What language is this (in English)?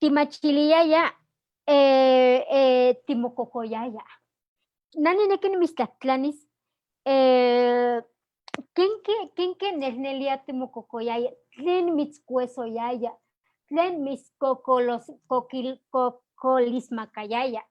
Eastern Huasteca Nahuatl